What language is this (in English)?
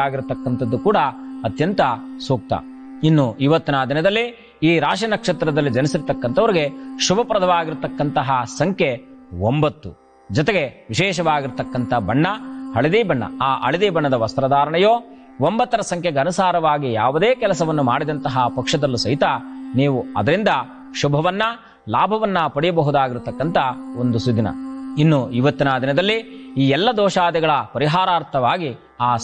Kannada